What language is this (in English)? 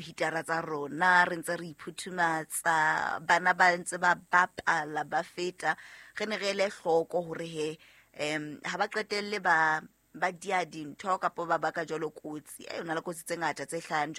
Southern Sotho